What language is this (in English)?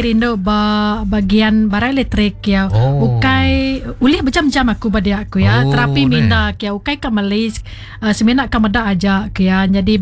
Iban